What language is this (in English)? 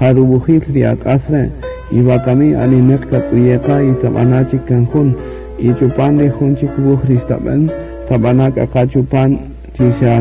Kaqchikel